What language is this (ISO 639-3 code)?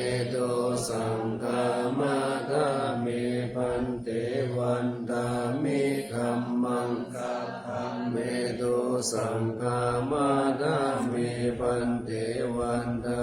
pli